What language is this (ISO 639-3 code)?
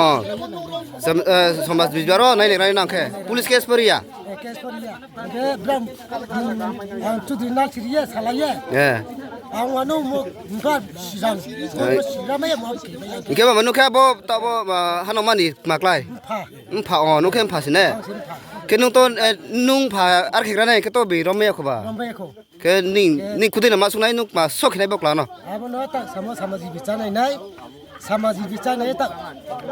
ria